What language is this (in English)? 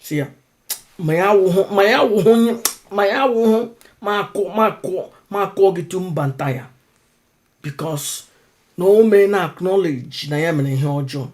Igbo